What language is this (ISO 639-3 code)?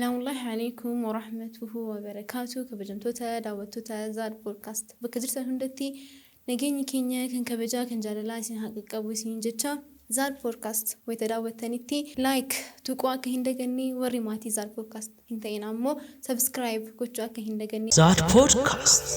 orm